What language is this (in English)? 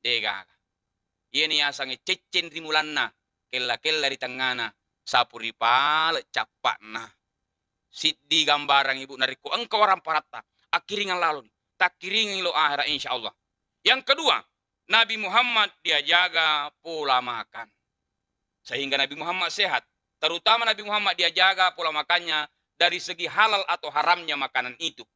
Buginese